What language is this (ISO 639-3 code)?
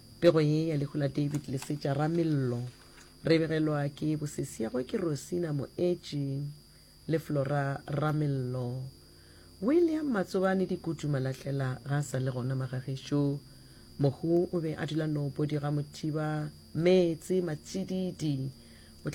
nso